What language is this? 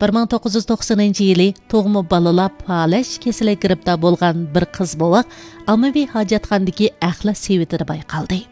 Uyghur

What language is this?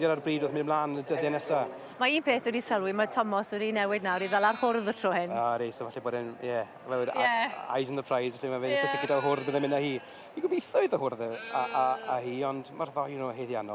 Welsh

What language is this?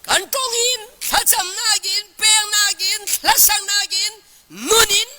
Falam Chin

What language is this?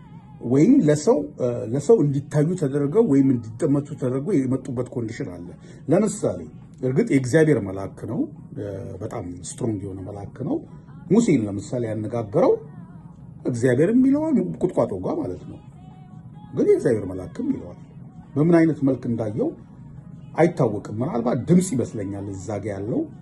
Amharic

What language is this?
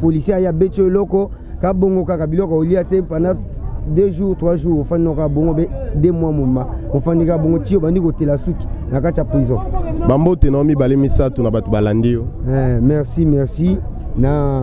Lingala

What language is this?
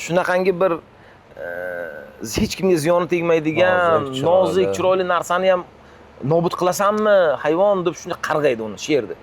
Uzbek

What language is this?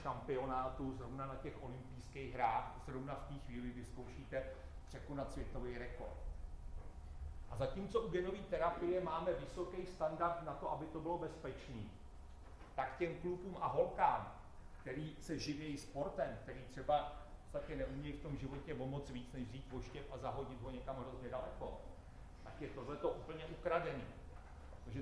Czech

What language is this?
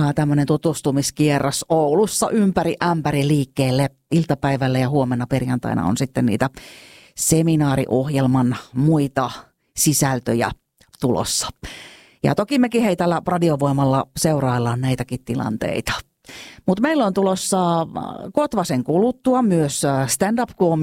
Finnish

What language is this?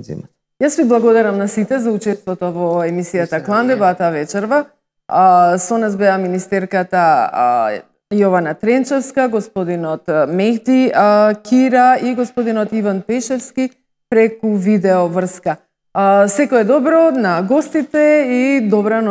Macedonian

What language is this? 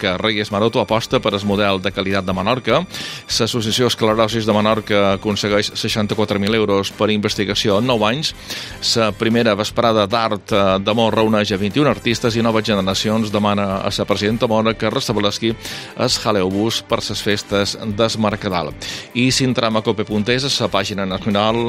Catalan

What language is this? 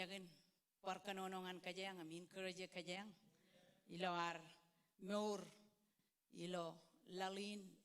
Marshallese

